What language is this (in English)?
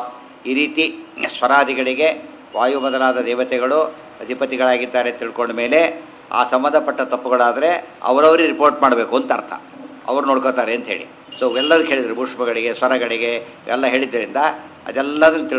Kannada